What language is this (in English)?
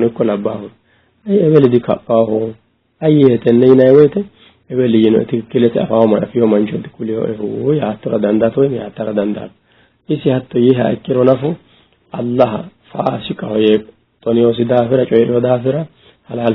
Sidamo